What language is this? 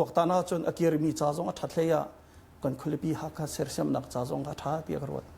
Hakha Chin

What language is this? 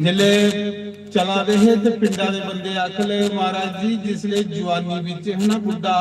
Dogri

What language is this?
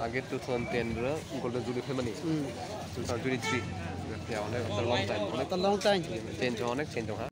Kok Borok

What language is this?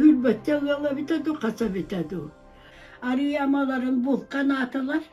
Yakut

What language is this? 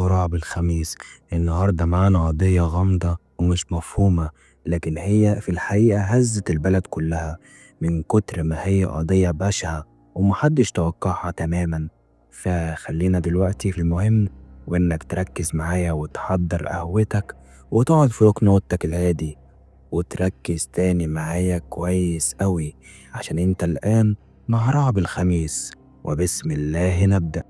Egyptian Arabic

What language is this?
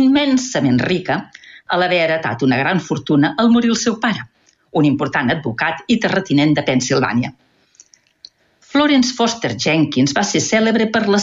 Catalan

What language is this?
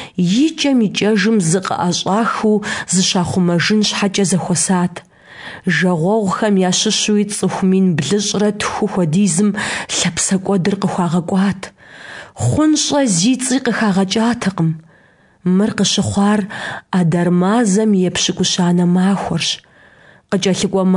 Kabardian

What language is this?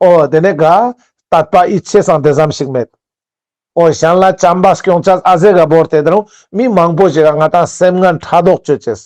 Ladakhi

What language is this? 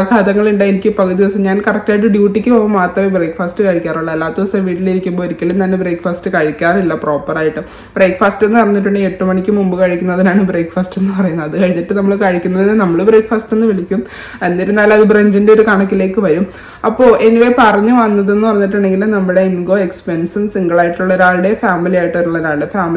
Malayalam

